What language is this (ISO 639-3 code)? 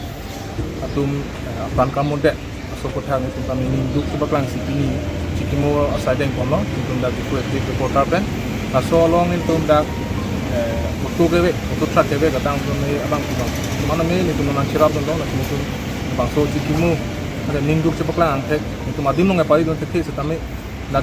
mjw